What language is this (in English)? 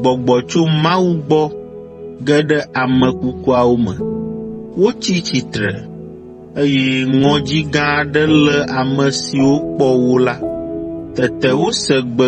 Ewe